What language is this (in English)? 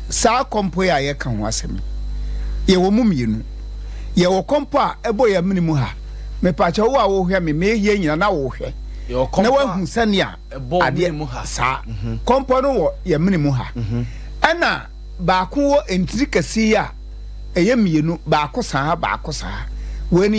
Akan